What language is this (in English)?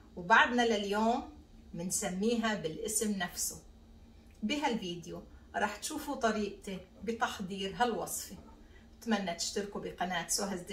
North Levantine Arabic